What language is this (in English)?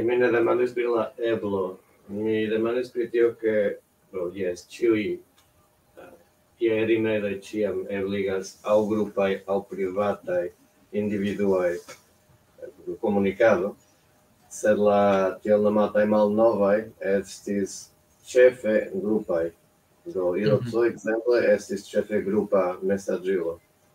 Esperanto